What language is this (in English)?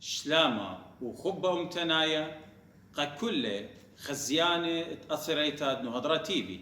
Assyrian Neo-Aramaic